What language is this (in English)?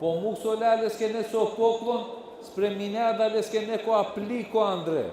Balkan Romani